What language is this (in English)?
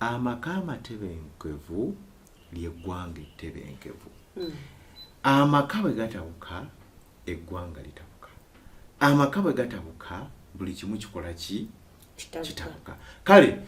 Ganda